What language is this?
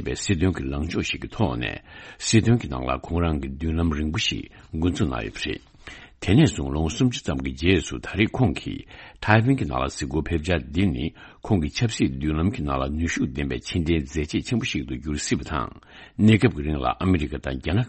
Tibetan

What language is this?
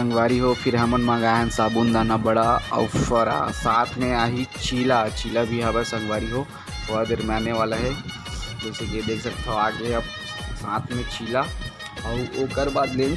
Chhattisgarhi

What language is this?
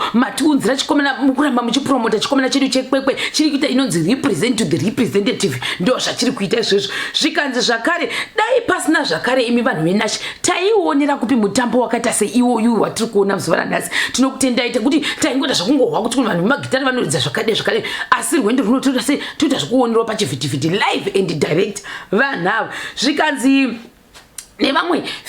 Shona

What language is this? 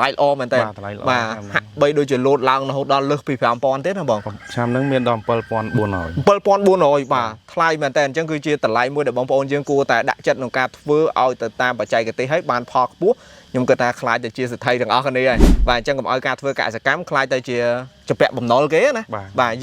Khmer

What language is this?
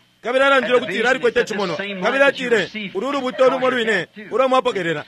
Bemba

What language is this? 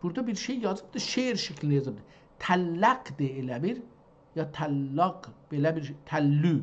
South Azerbaijani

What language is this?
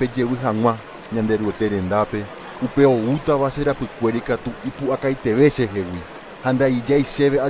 Guarani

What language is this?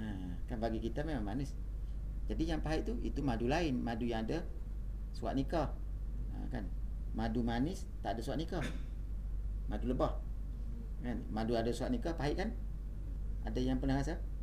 Malay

